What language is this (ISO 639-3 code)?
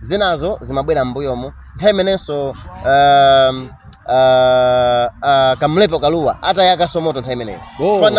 nya